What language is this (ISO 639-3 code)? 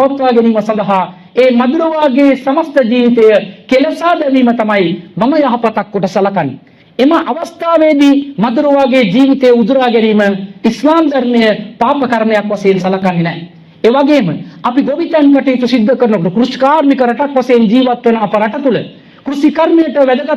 sin